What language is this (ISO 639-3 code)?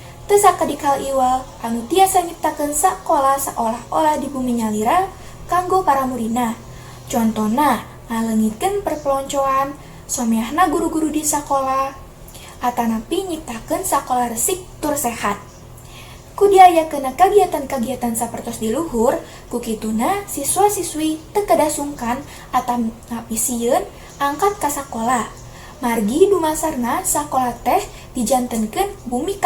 sun